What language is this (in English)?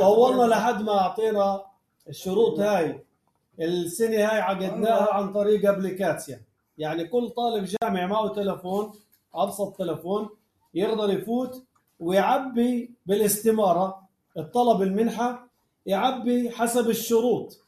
North Levantine Arabic